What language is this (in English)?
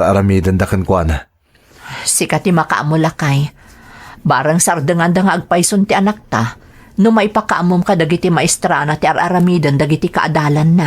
Iloko